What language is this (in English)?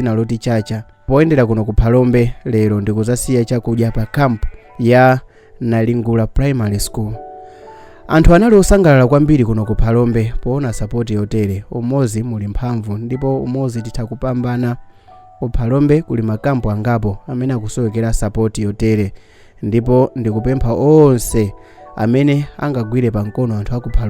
Nyanja